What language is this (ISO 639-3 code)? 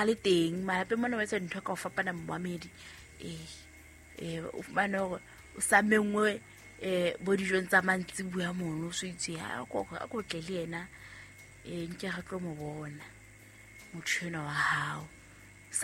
sot